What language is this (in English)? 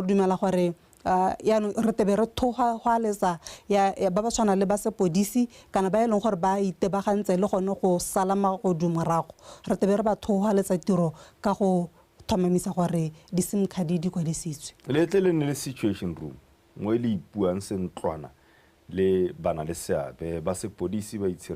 Tswana